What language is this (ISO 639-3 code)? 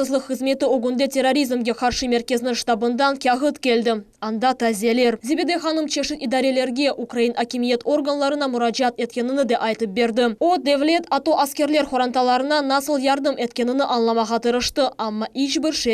crh